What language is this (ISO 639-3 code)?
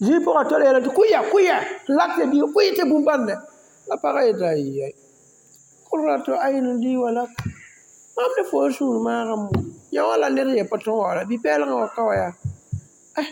mos